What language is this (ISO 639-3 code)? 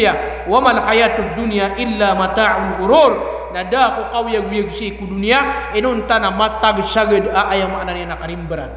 mrw